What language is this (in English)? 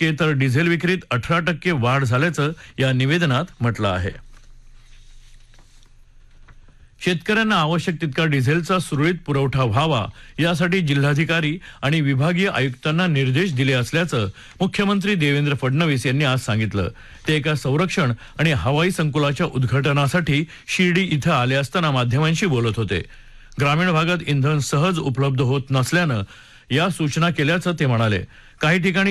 Marathi